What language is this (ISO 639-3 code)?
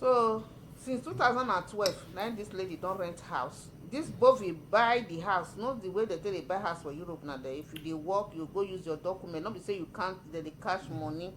pcm